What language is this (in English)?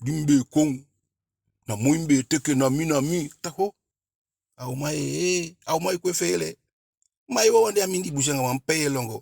Eastern Maroon Creole